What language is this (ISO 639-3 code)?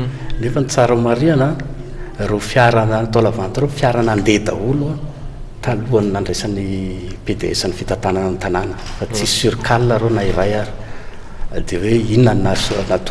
mlg